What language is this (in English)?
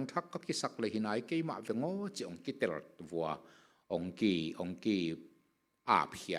Tedim Chin